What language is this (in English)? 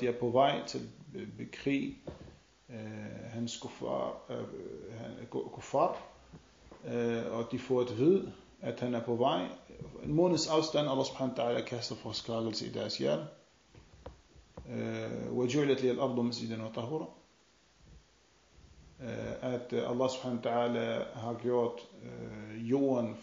Danish